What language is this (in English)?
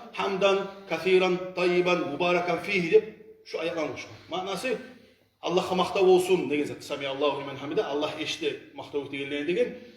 Kumyk